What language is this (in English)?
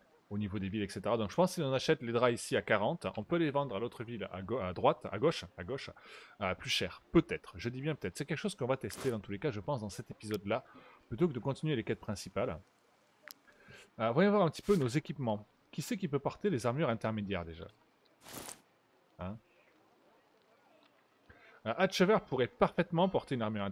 French